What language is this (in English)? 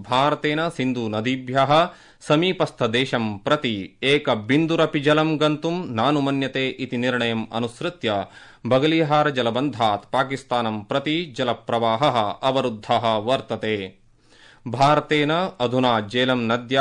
Sanskrit